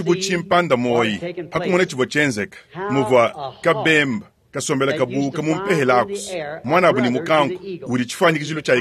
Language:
Luba-Lulua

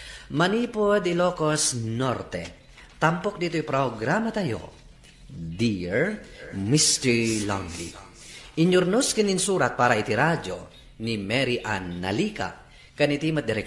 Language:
Iloko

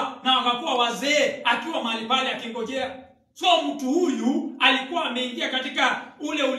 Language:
Swahili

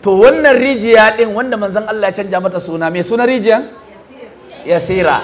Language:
Hausa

